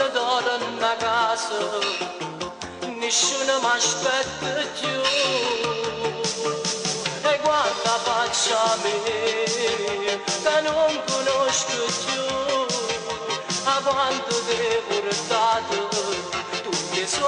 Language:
Italian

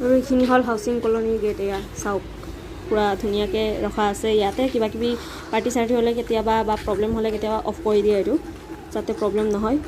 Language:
Assamese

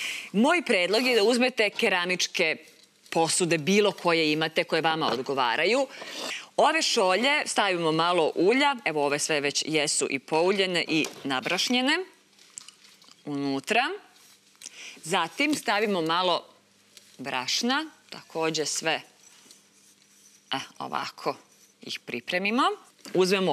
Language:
Serbian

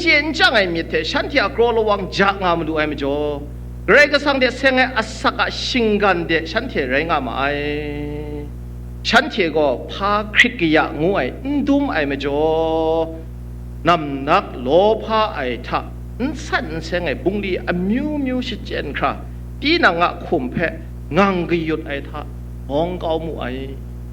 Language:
Kachin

